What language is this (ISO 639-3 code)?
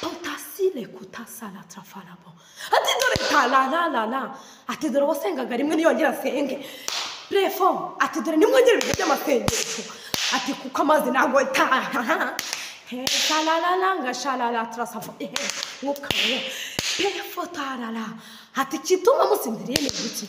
kin